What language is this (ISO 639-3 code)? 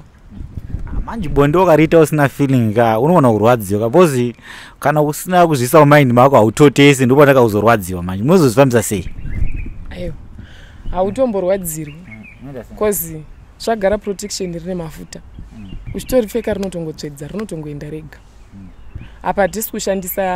sna